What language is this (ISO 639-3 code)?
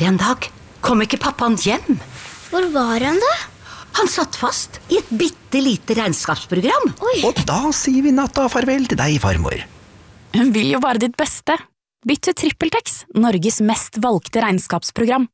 nor